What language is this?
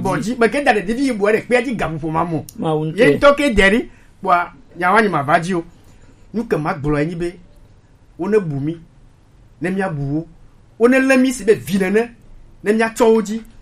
Gen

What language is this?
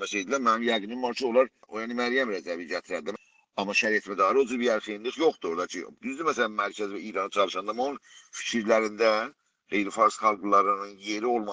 South Azerbaijani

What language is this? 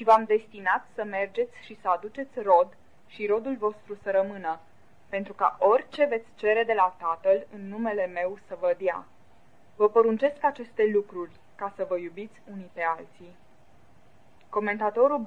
Romanian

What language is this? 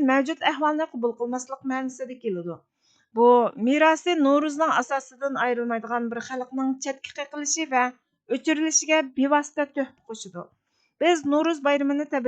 Uyghur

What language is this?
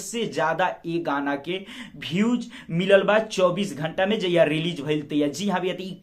Bhojpuri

